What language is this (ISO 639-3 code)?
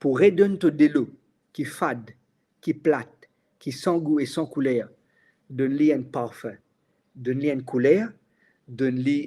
mfe